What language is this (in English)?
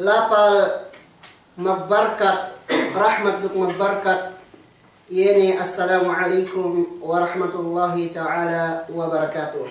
Yakan